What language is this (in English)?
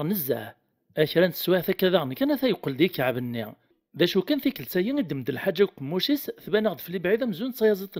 Kabyle